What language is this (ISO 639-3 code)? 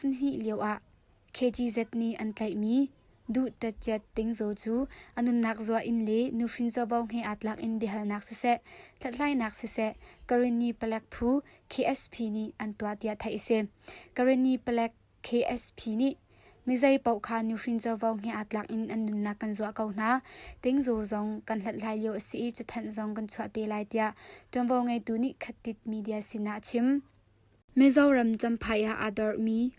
cnh